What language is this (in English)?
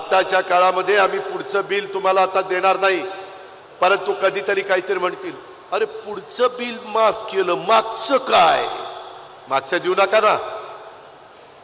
Marathi